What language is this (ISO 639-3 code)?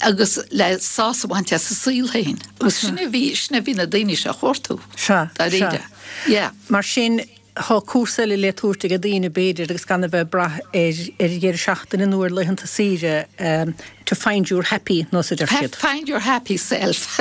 gle